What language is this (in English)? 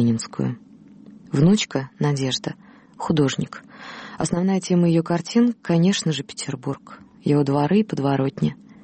Russian